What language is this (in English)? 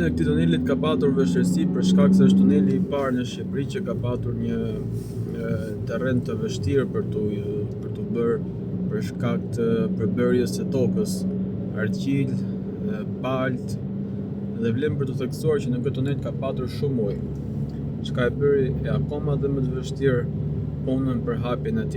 Albanian